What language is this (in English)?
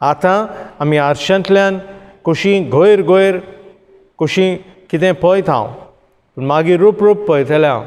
Konkani